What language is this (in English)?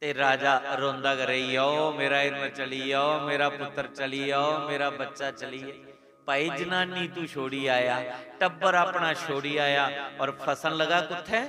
Dogri